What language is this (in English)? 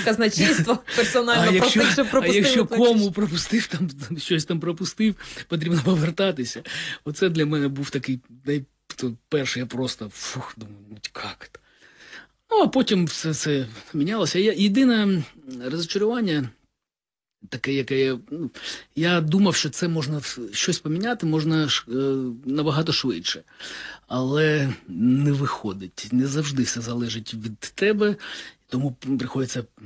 Ukrainian